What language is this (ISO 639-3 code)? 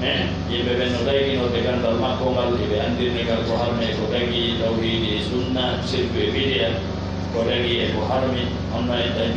fuf